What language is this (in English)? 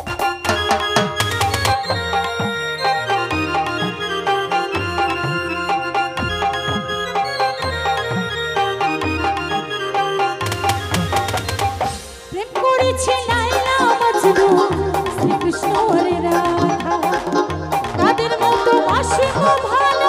Bangla